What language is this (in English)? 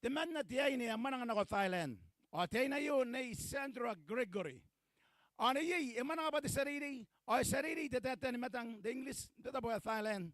Gilbertese